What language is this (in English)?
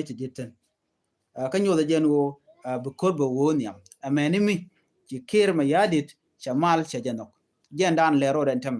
Nuer